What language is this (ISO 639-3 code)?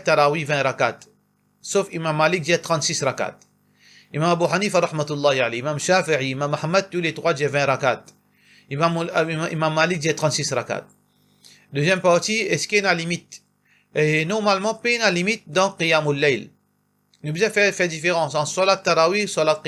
mfe